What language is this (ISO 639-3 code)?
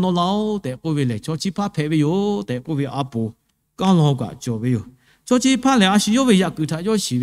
lhu